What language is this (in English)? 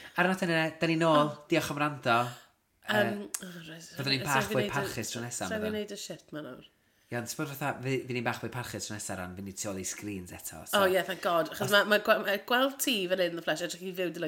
Welsh